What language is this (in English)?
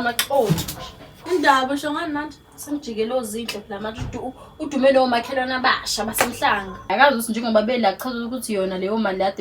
Zulu